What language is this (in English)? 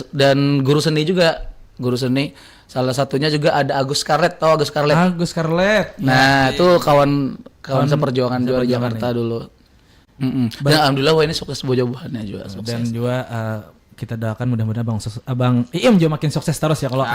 Banjar